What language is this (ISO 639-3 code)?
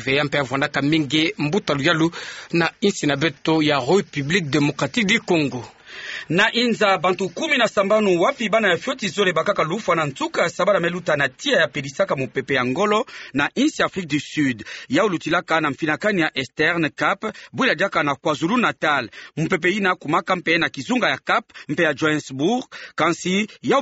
ktu